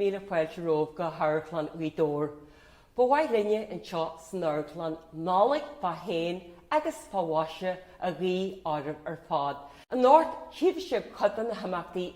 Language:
Irish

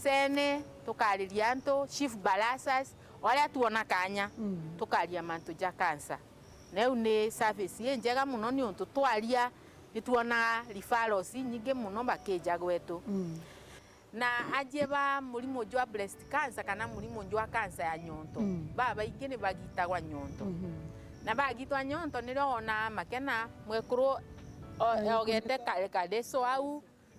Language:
Meru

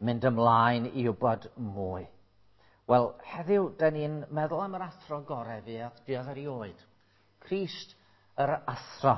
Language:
Welsh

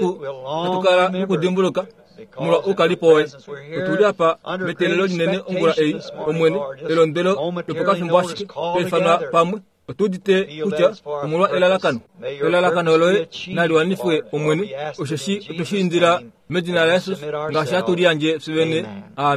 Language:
Kuanyama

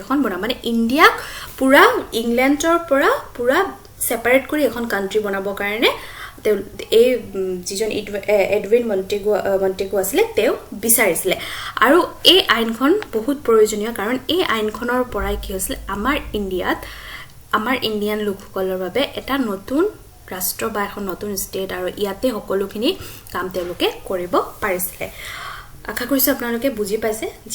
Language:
Assamese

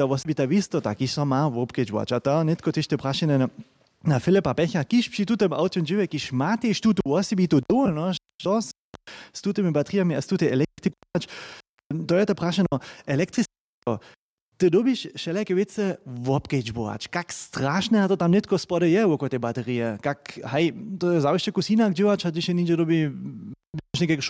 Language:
Upper Sorbian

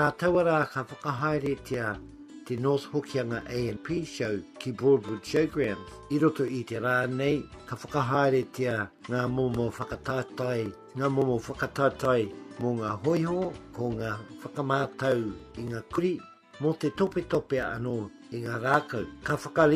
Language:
Māori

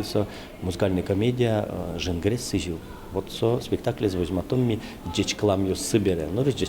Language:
Udmurt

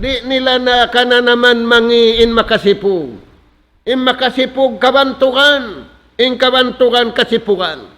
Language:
Tausug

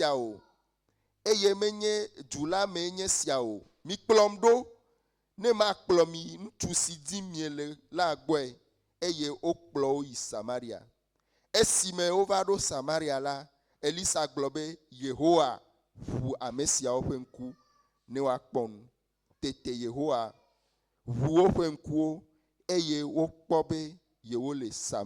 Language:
Ewe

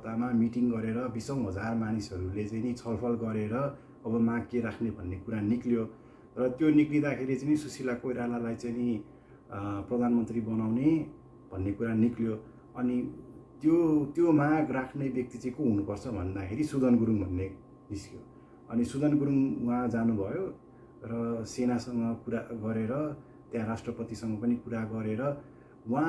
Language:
Nepali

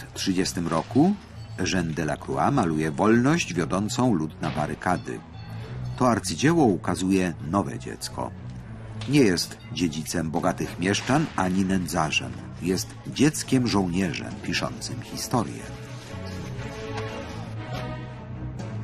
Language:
Polish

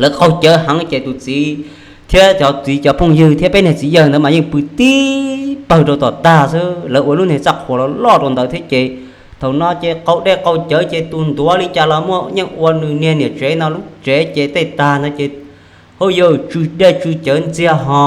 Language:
Hmong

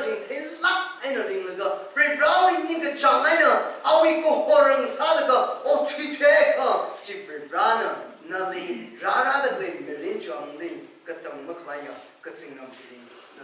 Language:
Tangkhul Naga (India)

